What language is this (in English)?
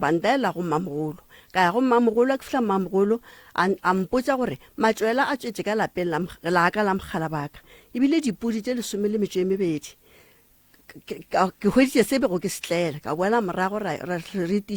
Northern Sotho